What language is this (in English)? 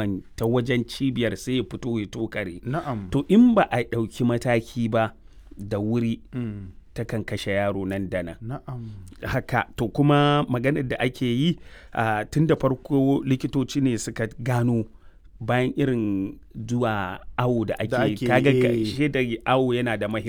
Hausa